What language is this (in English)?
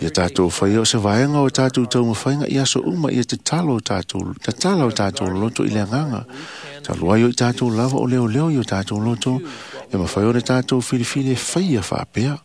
Samoan